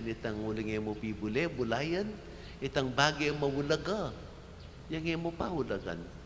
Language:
Pampanga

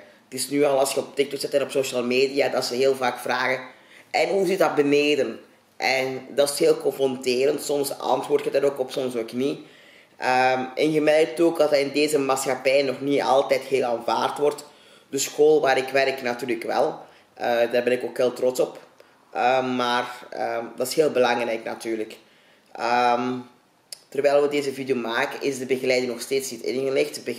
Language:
Dutch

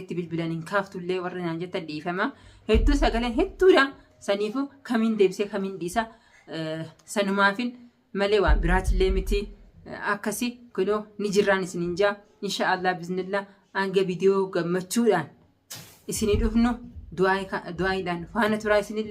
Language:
Oromo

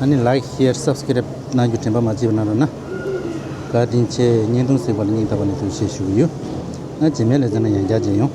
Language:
Tibetan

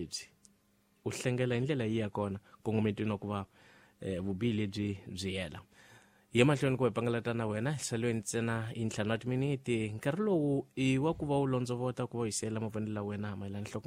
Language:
Tsonga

